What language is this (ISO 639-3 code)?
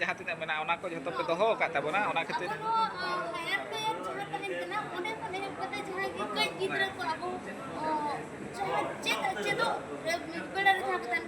sat